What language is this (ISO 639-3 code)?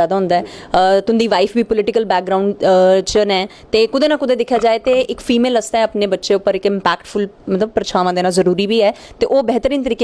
doi